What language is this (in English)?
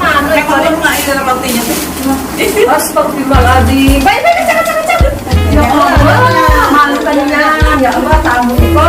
Musi